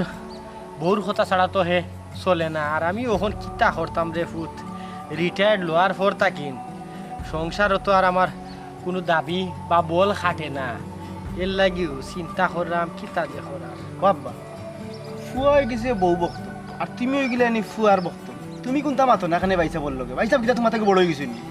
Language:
Sylheti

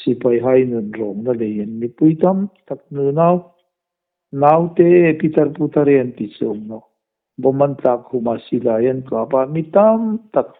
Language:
Hmar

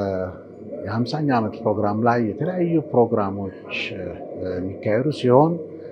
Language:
Amharic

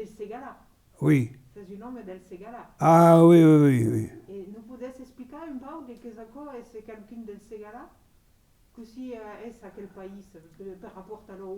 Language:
Occitan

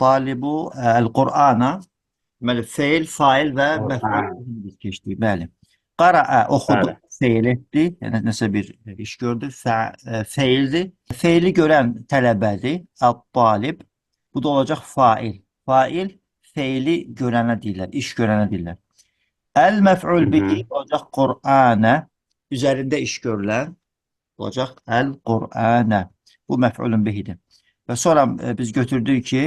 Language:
Azerbaijani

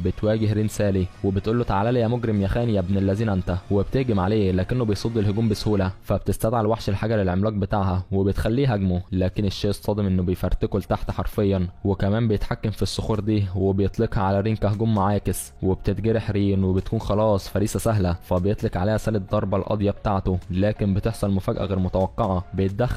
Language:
Egyptian Arabic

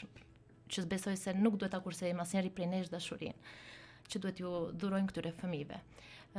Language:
Albanian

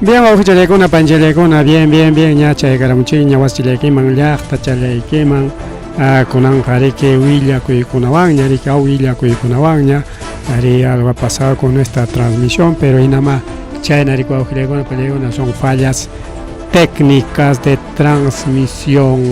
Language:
Ayacucho Quechua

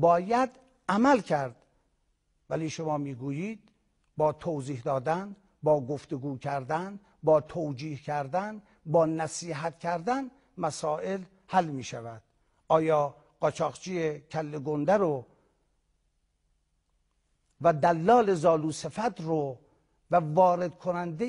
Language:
Persian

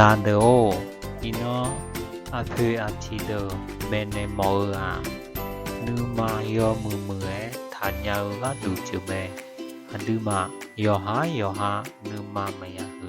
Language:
Akha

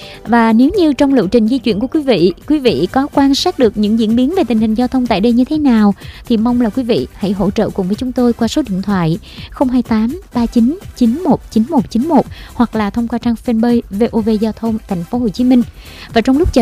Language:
Vietnamese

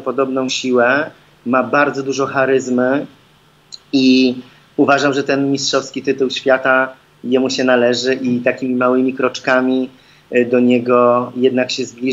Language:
Polish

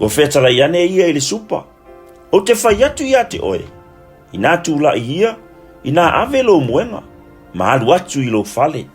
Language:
Samoan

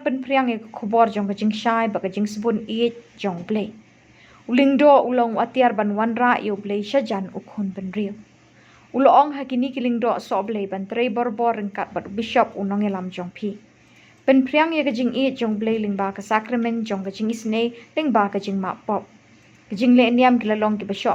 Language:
Khasi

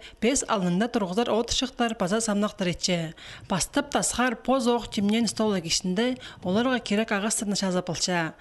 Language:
Khakas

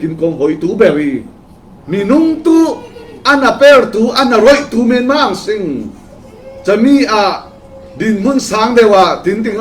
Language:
Falam Chin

